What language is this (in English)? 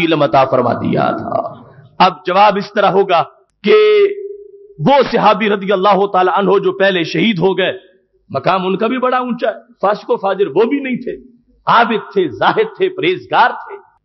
Urdu